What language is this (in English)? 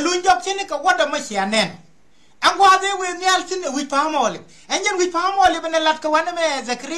Nuer